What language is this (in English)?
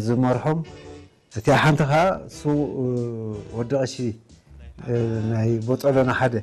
Tigrinya